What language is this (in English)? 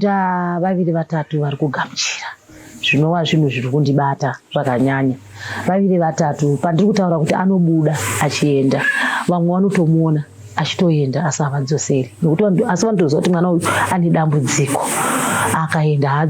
Shona